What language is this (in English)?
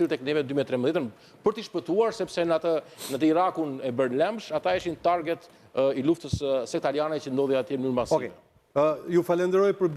Albanian